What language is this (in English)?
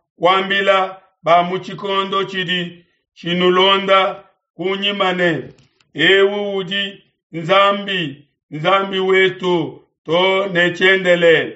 Luba-Lulua